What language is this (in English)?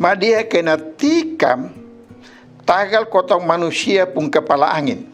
Kupang Malay